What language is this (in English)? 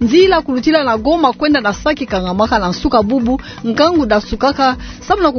Kituba (Democratic Republic of Congo)